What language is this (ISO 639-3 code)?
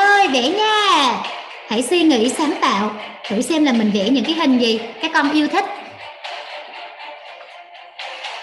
vie